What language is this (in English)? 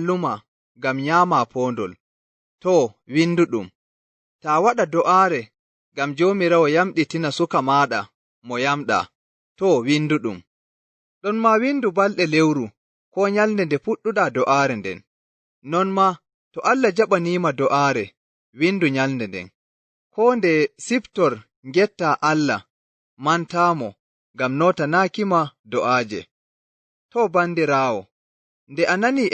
Nigerian Fulfulde